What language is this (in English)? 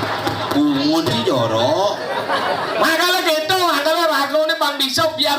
Balinese